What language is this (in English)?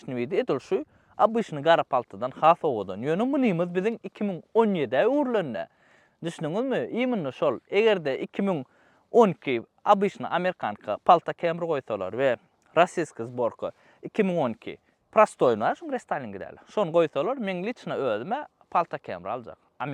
Turkmen